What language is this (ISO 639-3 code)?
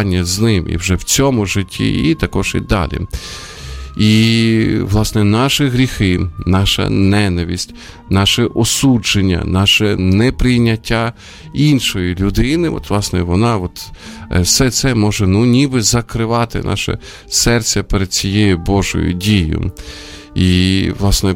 ukr